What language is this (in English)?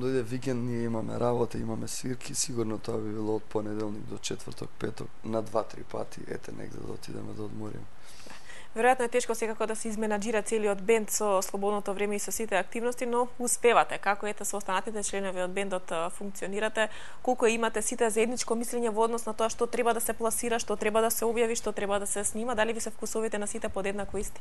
Macedonian